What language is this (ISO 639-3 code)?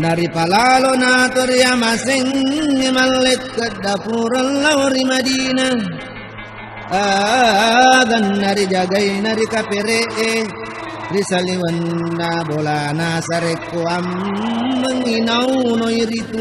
bug